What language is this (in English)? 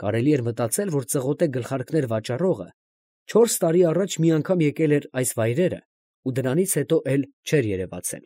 Armenian